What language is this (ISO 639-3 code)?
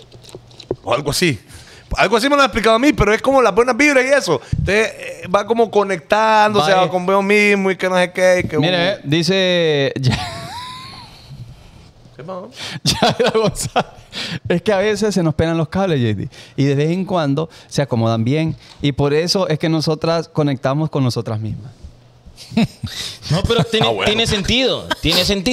spa